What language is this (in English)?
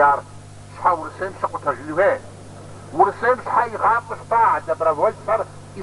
Kabardian